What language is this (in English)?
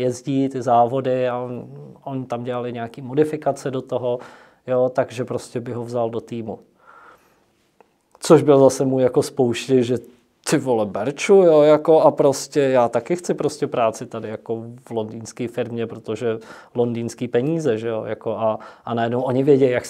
Czech